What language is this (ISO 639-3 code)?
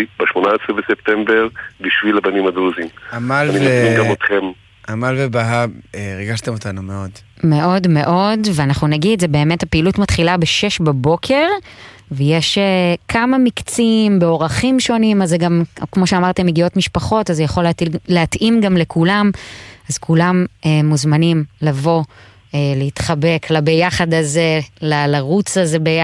heb